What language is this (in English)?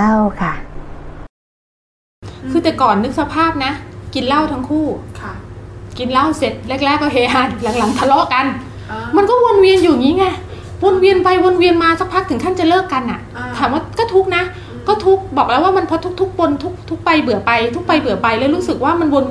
Thai